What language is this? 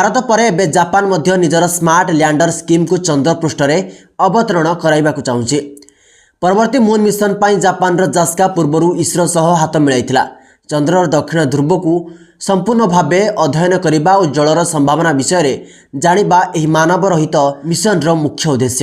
Odia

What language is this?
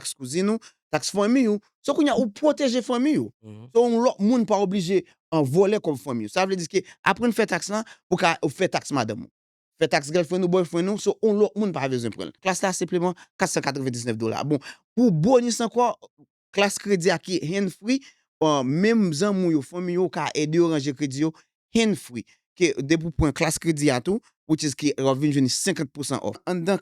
Haitian Creole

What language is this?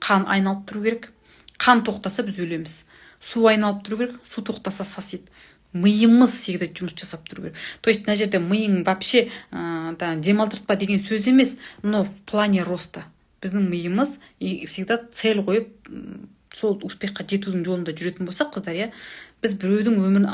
Kazakh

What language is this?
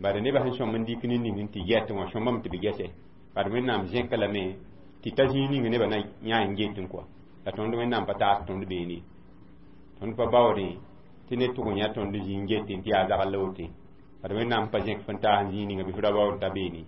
Mossi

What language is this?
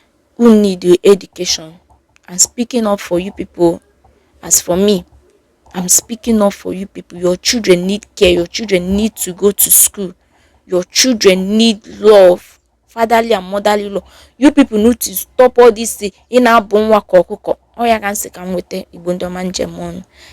Igbo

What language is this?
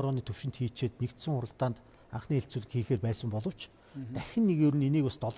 Mongolian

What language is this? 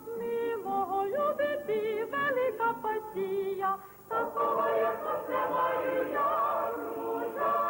Rusyn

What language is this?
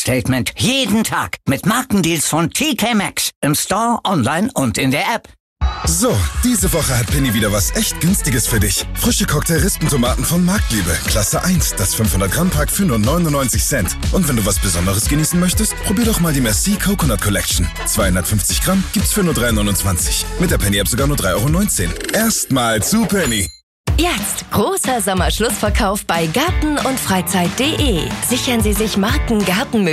German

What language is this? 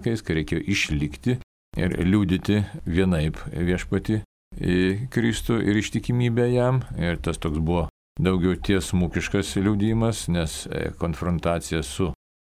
Lithuanian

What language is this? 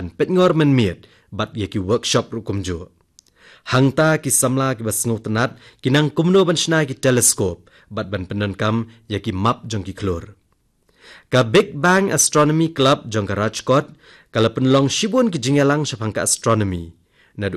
Khasi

